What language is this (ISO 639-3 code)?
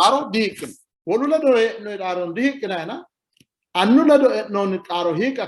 sid